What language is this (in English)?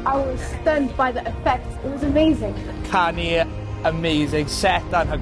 Welsh